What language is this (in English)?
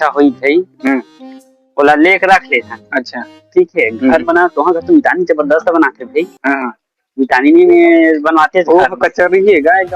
Chhattisgarhi